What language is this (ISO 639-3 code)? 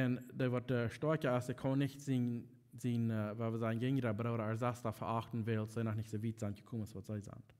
pdt